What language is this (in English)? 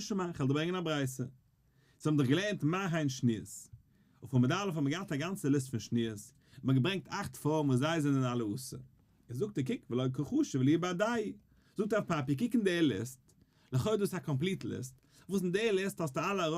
Yiddish